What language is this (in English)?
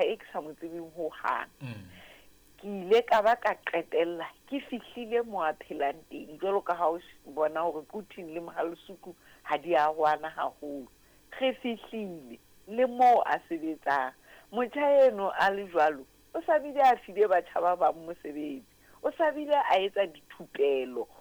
Southern Sotho